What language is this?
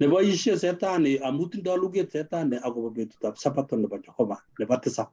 Kalenjin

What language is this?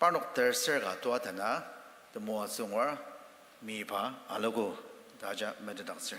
Ao Naga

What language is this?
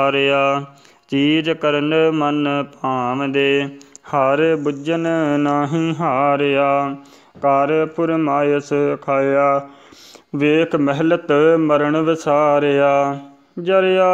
Punjabi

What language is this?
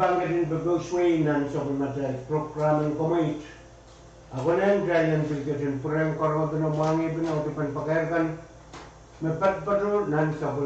Pohnpeian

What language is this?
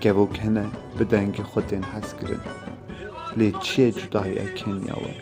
Kurdish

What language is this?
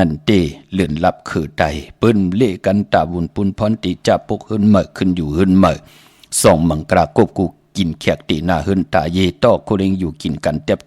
Shan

